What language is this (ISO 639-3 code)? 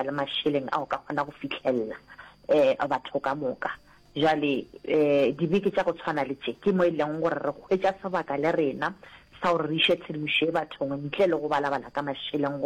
nso